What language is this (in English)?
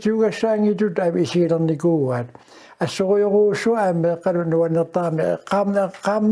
Kalaallisut